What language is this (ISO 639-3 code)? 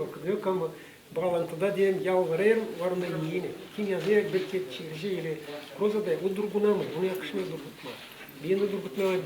gag